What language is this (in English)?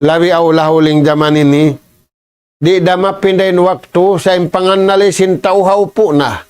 Tausug